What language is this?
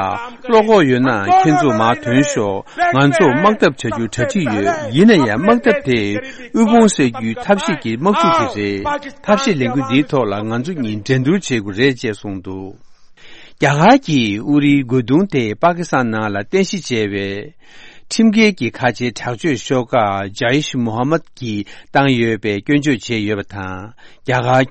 Tibetan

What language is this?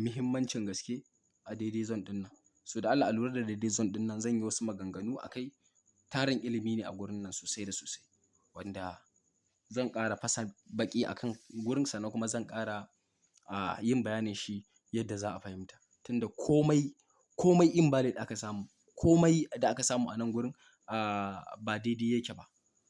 Hausa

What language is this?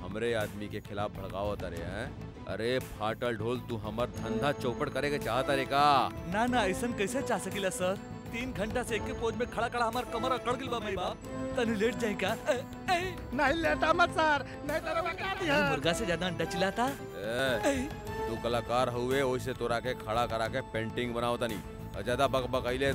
Bhojpuri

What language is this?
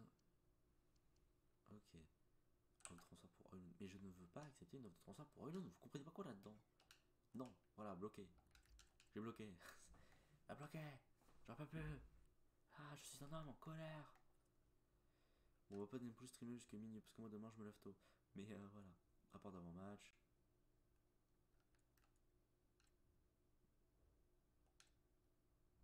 French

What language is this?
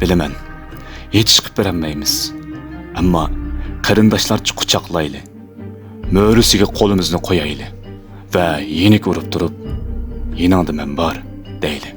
Uyghur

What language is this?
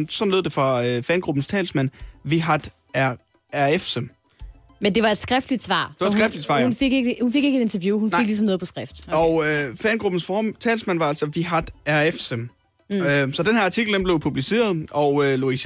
Danish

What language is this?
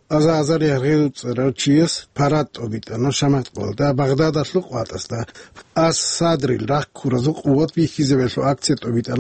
Avaric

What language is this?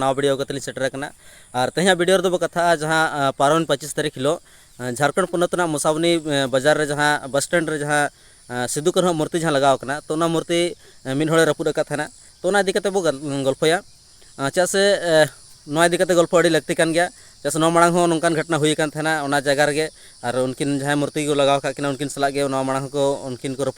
Santali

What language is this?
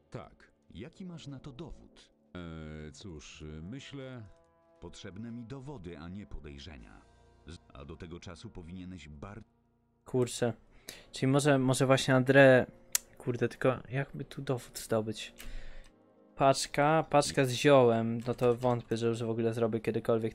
Polish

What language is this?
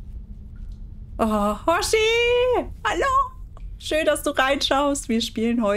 German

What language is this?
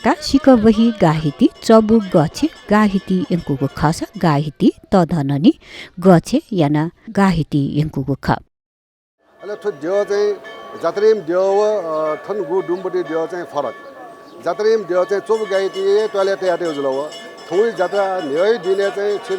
Newari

